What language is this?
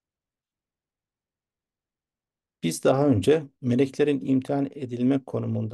Turkish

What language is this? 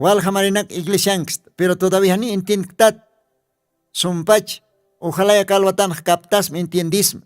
Aymara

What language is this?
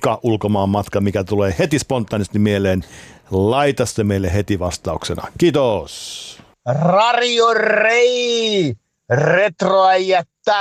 Finnish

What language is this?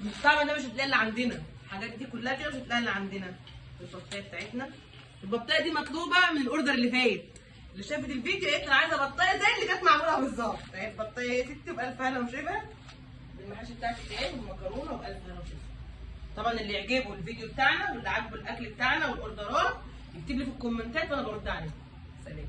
Egyptian Arabic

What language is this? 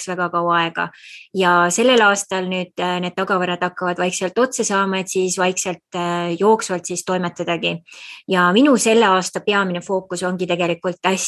Estonian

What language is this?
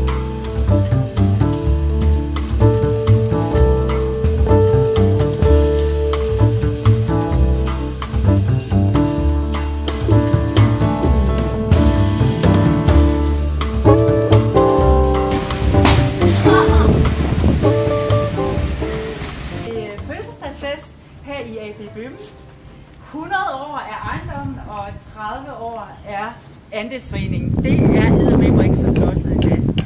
Danish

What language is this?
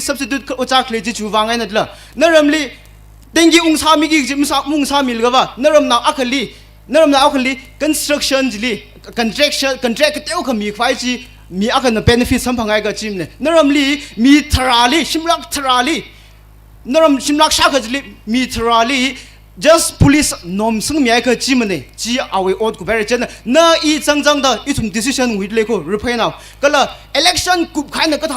Tangkhul Naga (India)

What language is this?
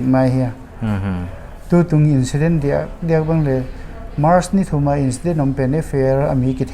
Paite Chin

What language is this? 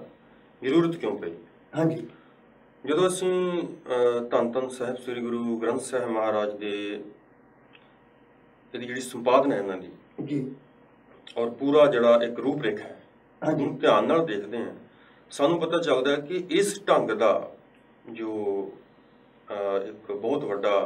Punjabi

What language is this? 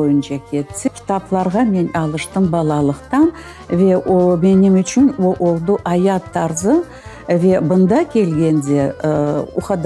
Crimean Tatar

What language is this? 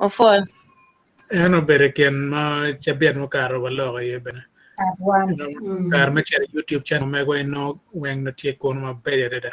Acoli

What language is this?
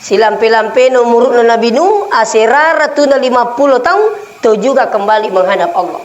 Buginese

